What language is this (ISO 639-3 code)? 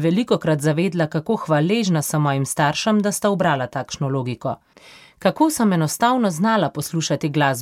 slv